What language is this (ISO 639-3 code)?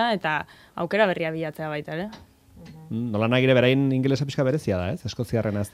eus